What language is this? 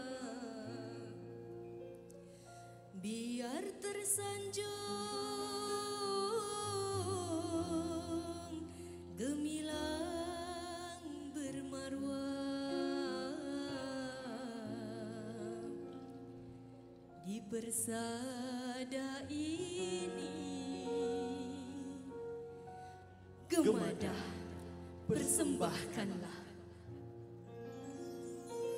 Malay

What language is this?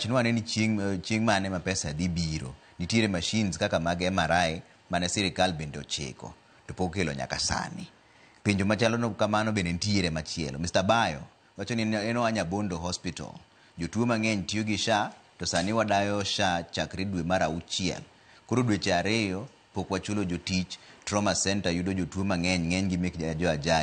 Luo (Kenya and Tanzania)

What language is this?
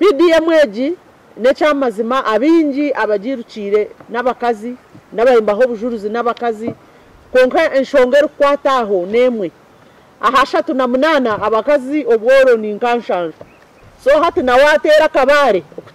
Nyankole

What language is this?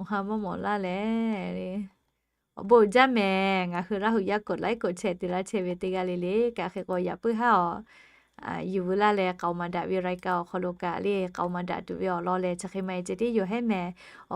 Lahu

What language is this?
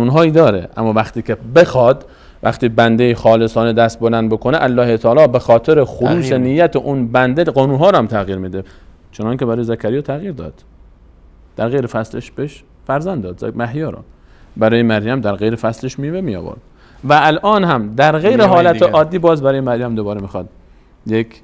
Persian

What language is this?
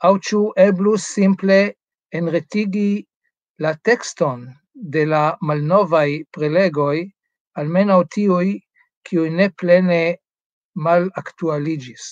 Esperanto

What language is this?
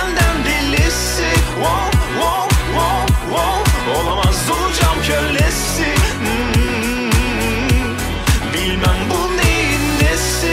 Turkish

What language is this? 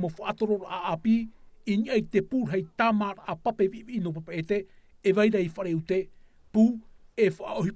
Tahitian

